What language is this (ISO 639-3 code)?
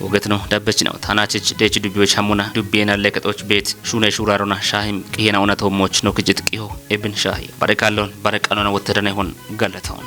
kbr